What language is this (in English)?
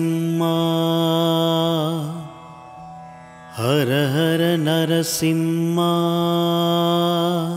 Tamil